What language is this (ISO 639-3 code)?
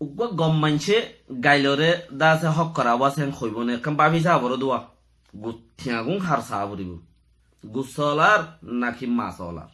rhg